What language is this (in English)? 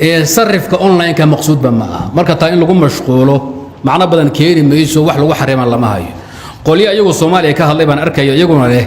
Somali